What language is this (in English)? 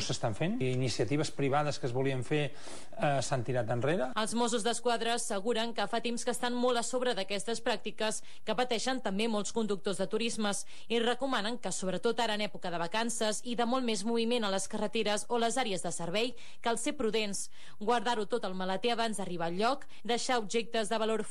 Catalan